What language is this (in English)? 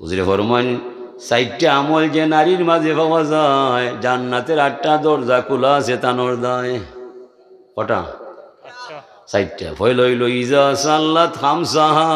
Sylheti